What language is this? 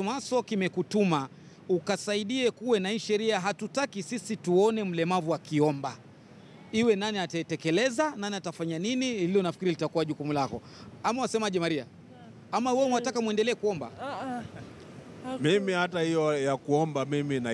Swahili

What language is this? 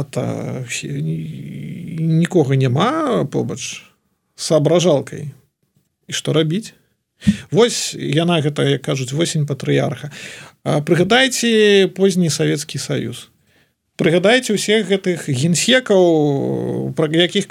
Belarusian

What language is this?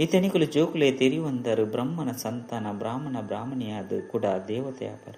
Tulu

